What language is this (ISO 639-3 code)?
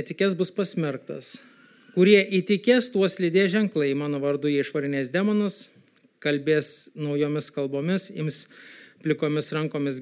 lit